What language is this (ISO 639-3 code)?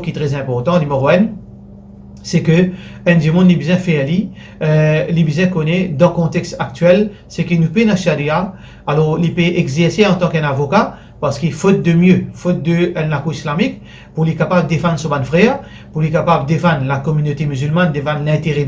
mfe